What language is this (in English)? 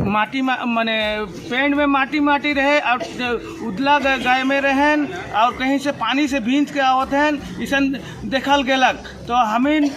Sadri